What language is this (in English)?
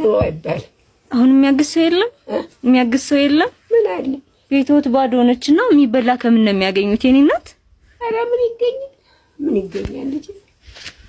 Amharic